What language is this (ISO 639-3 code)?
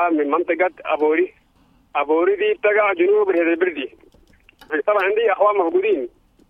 apd